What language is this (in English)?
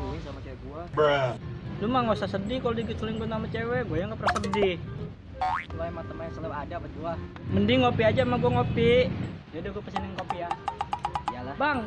Betawi